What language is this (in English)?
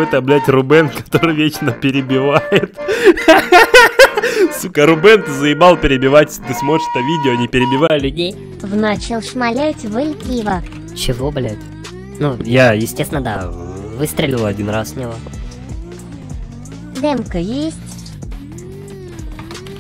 Russian